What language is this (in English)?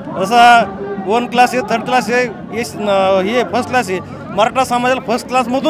Marathi